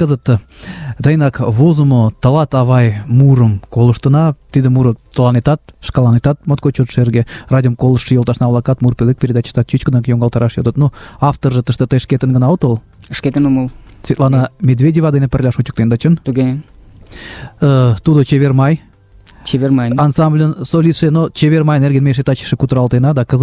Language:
Mari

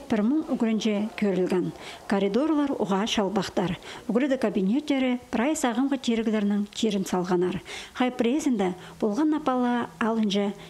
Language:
Khakas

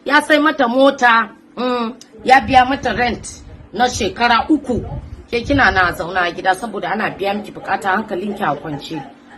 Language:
Hausa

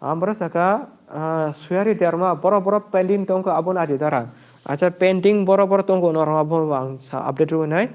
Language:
Kok Borok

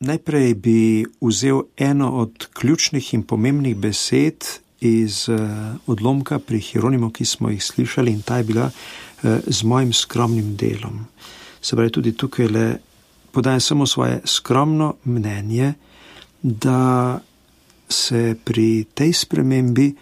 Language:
Slovenian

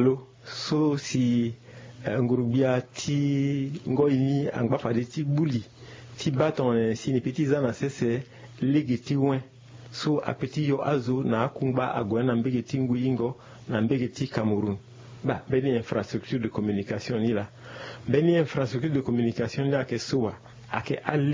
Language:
Sango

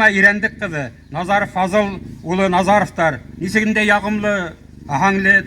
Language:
Bashkir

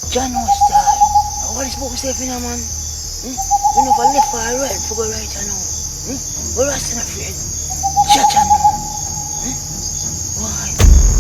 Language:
Jamaican Creole English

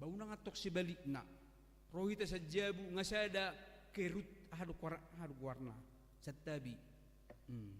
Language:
Batak Toba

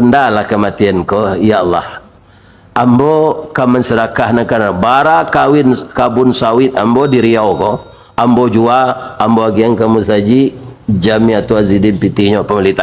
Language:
Minangkabau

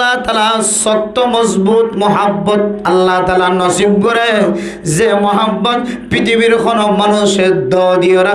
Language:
Rohingya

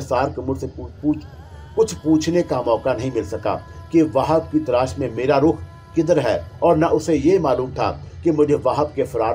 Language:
Urdu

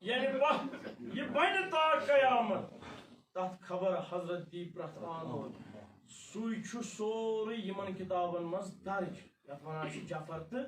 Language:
Kashmiri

